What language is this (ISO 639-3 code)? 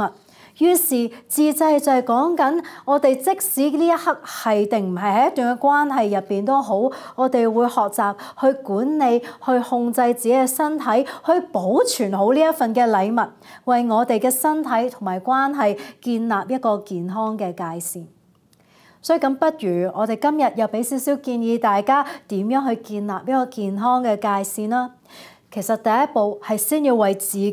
yue